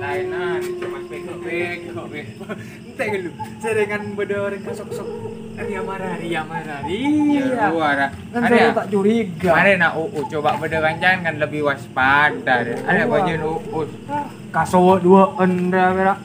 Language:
Madurese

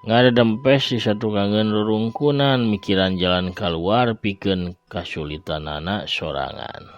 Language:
Sundanese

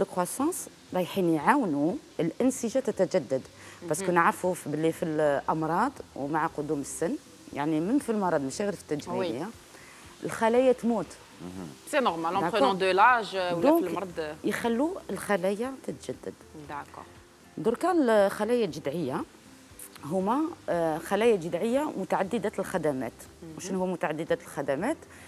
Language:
Algerian Arabic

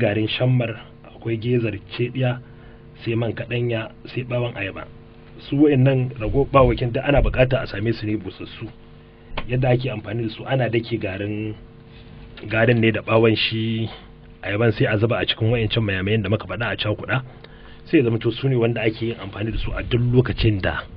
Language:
Hausa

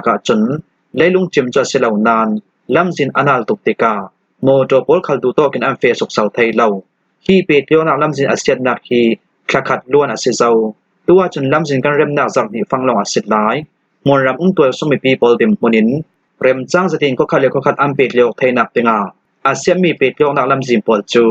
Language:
Hakha Chin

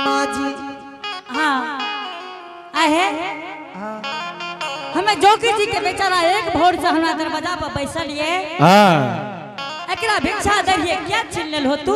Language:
Angika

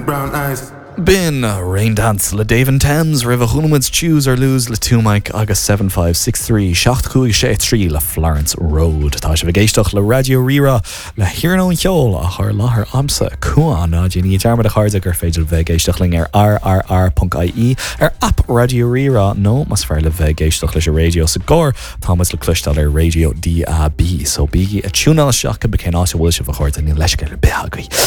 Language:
Irish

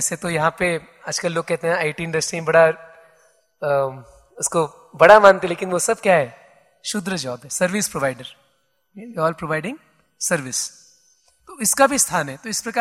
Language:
Hindi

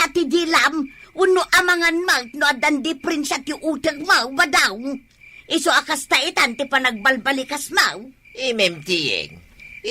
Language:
Iloko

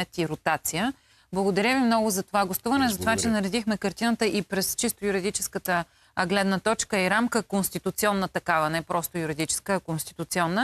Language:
Bulgarian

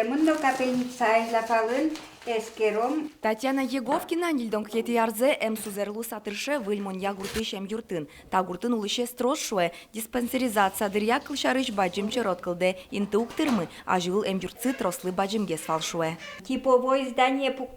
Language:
Udmurt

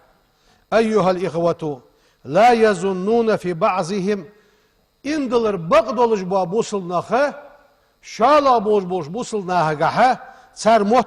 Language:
Ingush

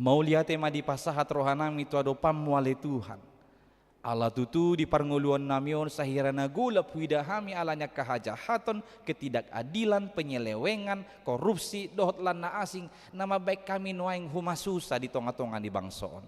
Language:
Batak Toba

